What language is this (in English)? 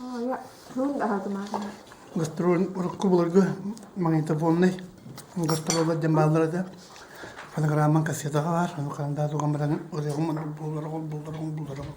Yakut